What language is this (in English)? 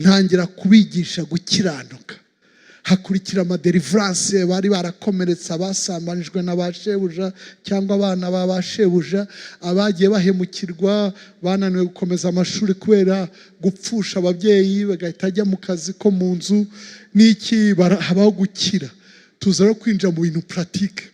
Kinyarwanda